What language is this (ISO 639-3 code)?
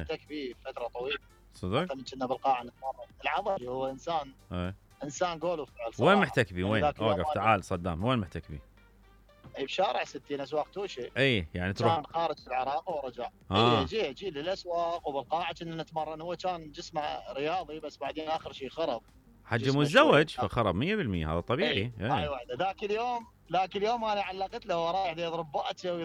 acm